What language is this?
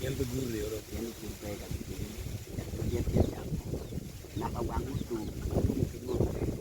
Acoli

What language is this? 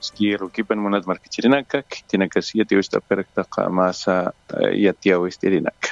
Aymara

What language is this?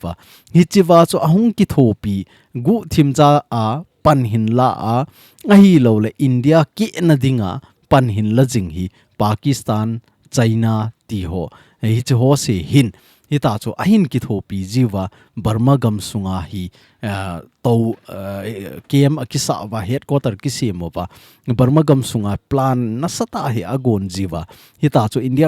Thado Chin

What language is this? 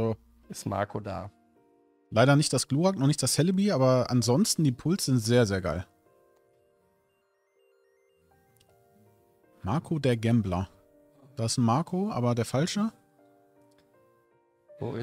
German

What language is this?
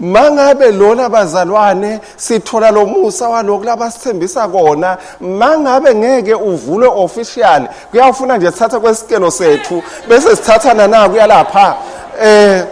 Swati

